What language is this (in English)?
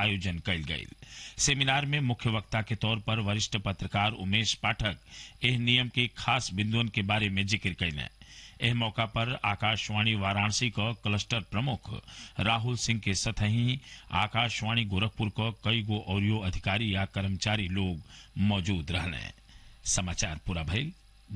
Bhojpuri